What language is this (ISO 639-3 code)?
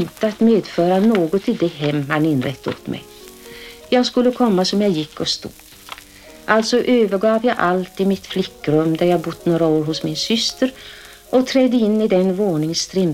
swe